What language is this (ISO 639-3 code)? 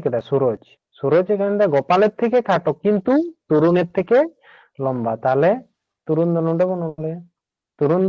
sat